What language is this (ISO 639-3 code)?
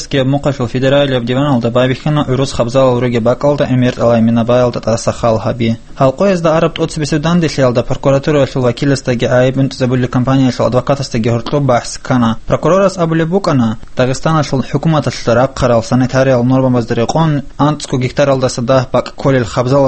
ava